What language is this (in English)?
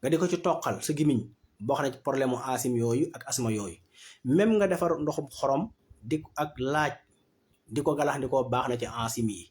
Wolof